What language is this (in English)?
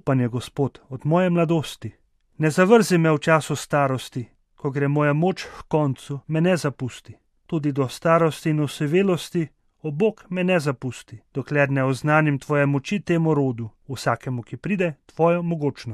Slovenian